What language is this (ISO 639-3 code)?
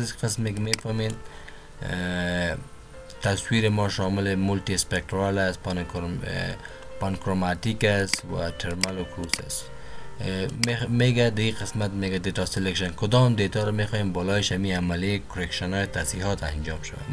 fas